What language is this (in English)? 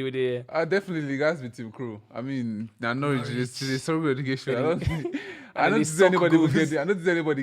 Nigerian Pidgin